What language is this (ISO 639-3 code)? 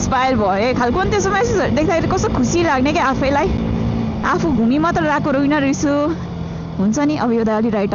nep